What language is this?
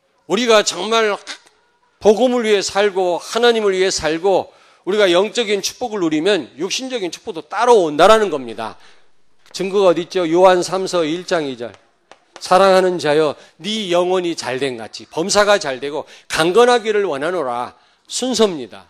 Korean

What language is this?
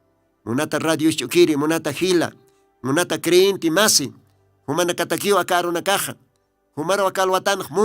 Aymara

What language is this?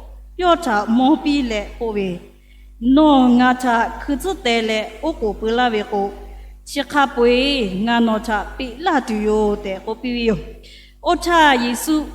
Lahu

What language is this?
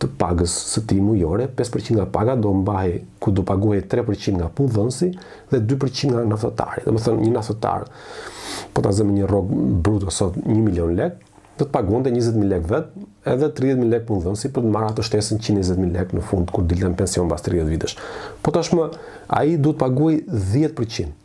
Albanian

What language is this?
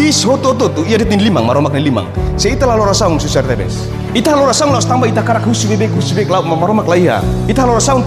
Tetum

